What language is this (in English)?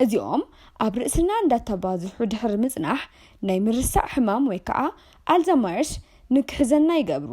Tigrinya